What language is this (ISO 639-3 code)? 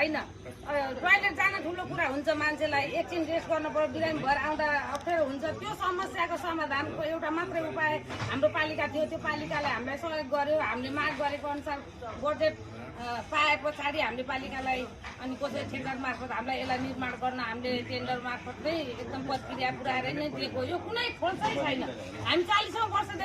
nep